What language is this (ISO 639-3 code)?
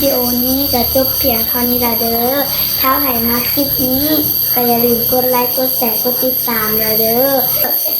lao